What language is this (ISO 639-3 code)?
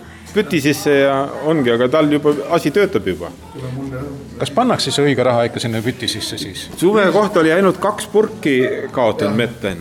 est